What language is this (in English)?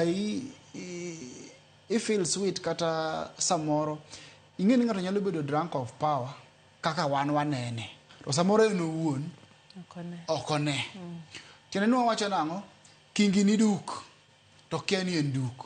Luo (Kenya and Tanzania)